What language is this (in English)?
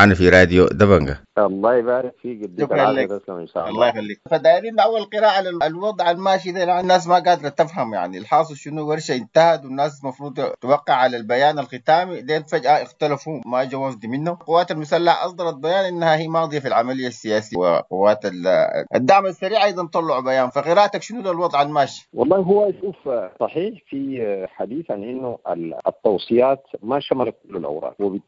Sudanese Arabic